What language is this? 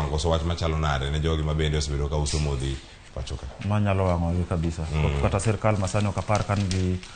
Luo (Kenya and Tanzania)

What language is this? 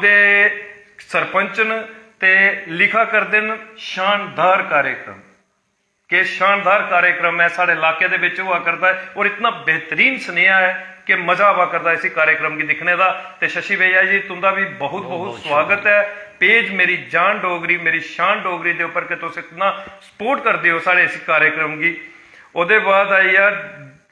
Dogri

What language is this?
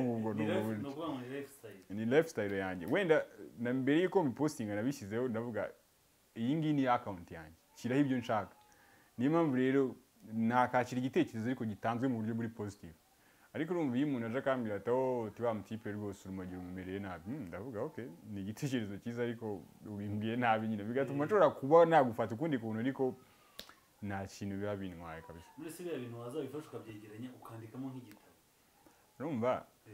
Kinyarwanda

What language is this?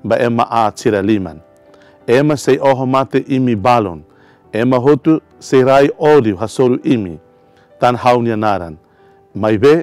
Tetum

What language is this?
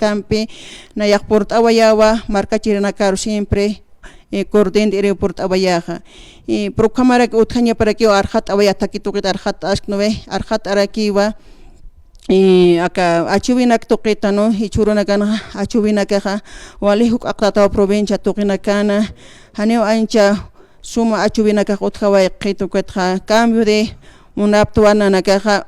Aymara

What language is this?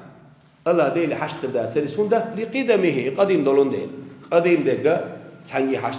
Chechen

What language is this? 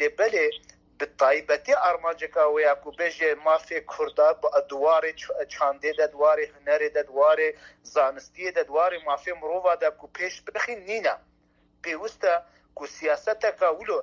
Kurdish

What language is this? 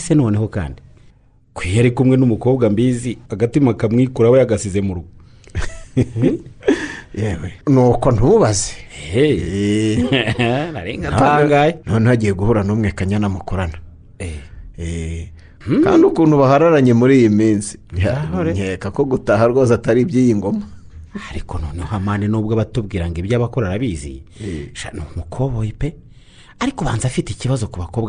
Kinyarwanda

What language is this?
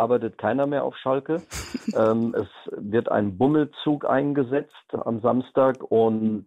German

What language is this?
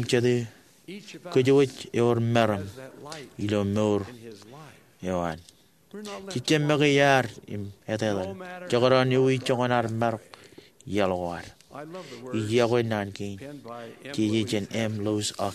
Marshallese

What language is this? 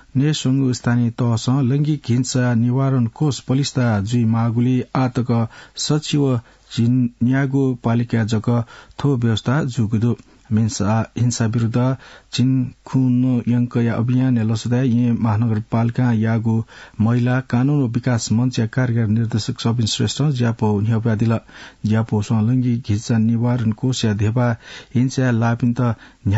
Newari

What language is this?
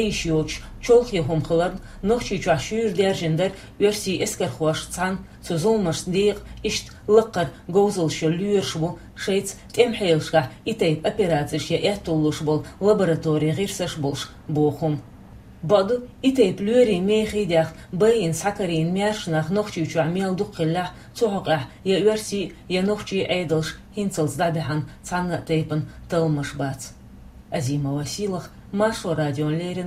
Chechen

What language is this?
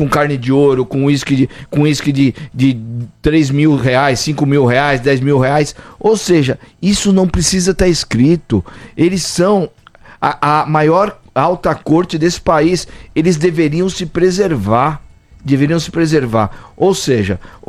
Portuguese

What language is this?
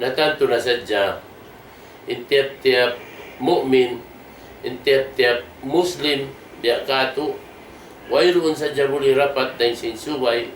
Tausug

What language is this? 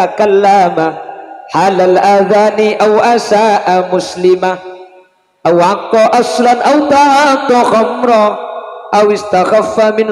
Madurese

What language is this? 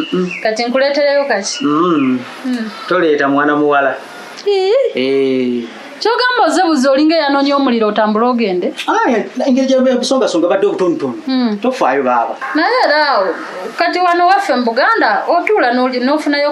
Ganda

